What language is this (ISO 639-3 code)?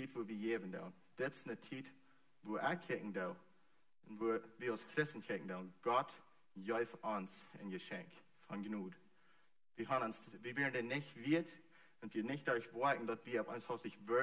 pdt